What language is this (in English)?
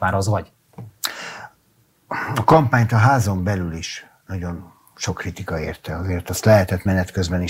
Hungarian